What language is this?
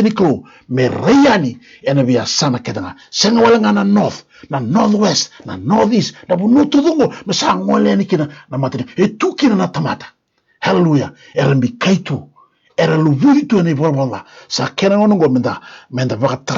Fijian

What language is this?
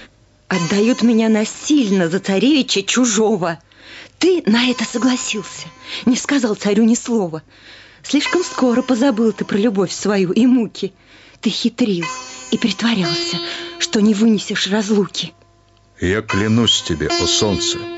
Russian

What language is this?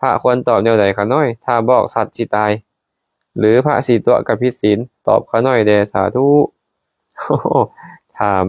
Lao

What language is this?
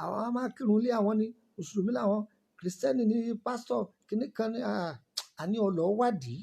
Yoruba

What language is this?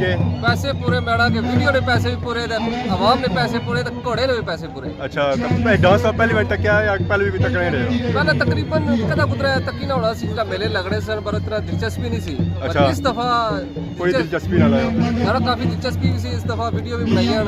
Pahari-Potwari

